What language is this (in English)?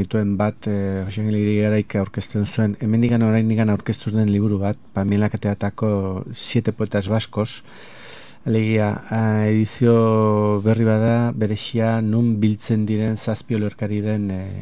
Basque